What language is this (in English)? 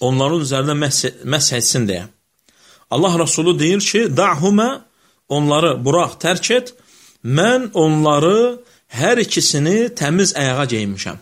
Azerbaijani